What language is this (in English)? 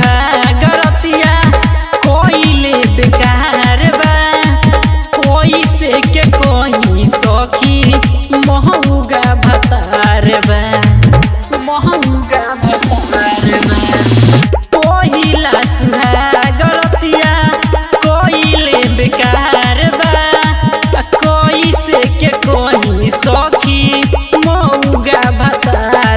Bhojpuri